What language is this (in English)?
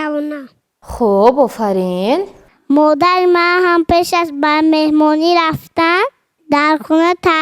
Tajik